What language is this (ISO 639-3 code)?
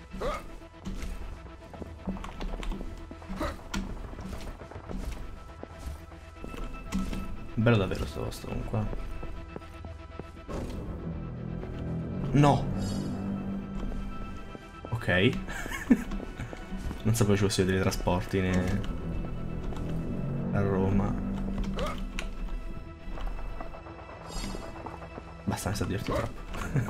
ita